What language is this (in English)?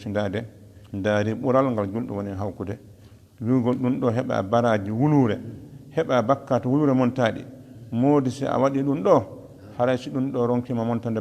Fula